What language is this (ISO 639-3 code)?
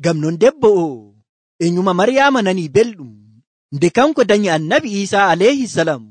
fuv